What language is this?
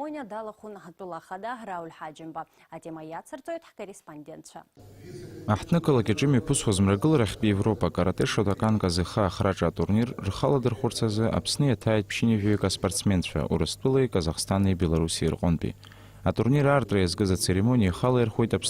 Abkhazian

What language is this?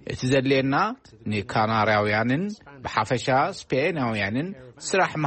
Tigrinya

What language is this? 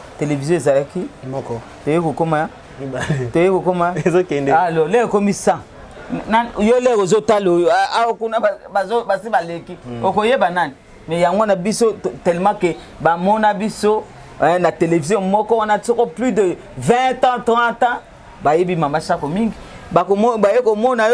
Lingala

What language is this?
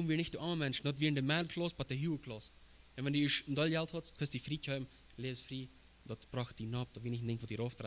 Plautdietsch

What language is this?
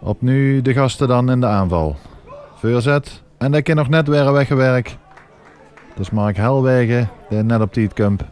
Limburgish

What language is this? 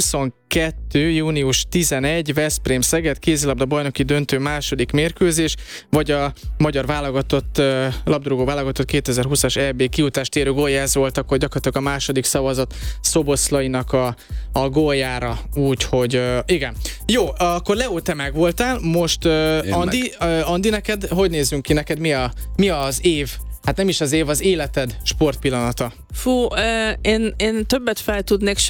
Hungarian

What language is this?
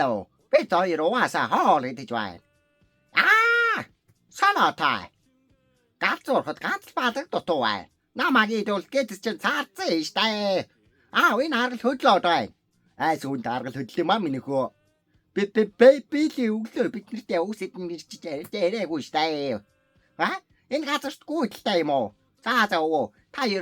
Mongolian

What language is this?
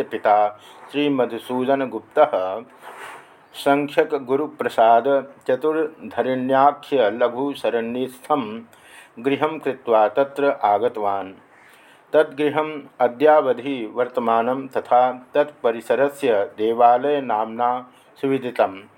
Sanskrit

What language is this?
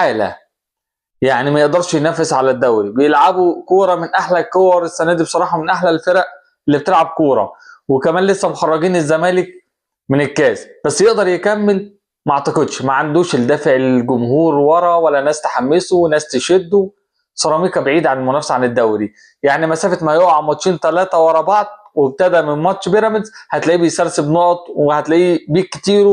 Egyptian Arabic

